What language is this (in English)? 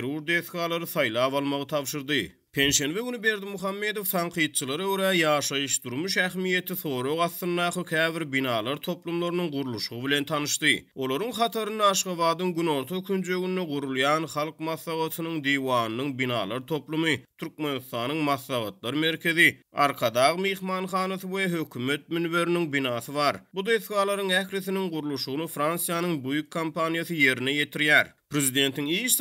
Turkmen